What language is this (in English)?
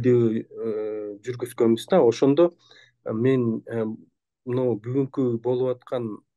Kyrgyz